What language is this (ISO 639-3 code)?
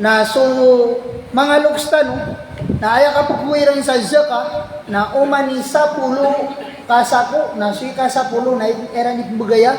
mrw